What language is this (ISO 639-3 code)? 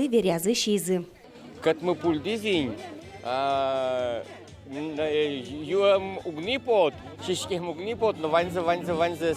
udm